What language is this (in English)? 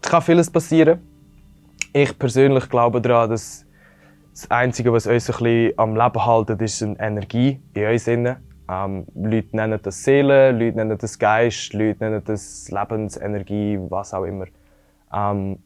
Swiss German